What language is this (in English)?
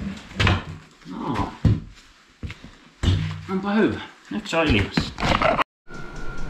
Finnish